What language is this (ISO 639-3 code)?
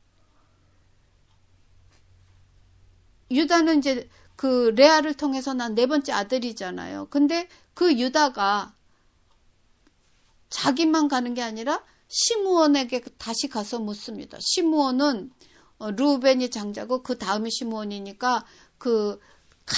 kor